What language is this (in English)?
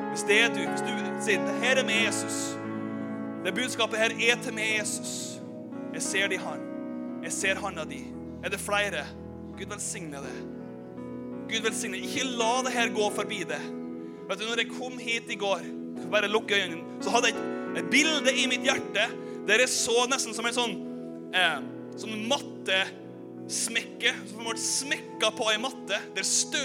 Norwegian